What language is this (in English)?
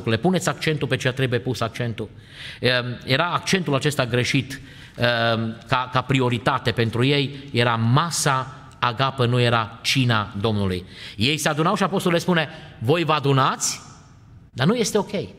Romanian